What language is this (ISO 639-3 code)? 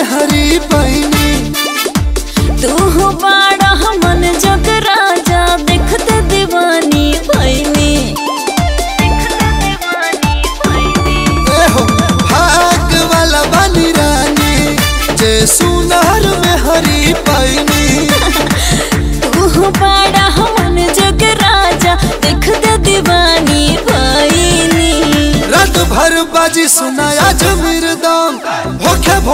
bho